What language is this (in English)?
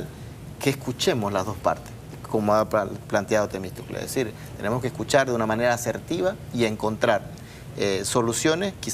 Spanish